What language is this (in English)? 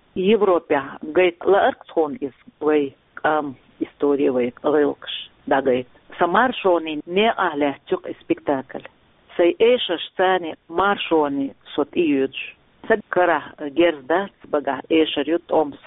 Chechen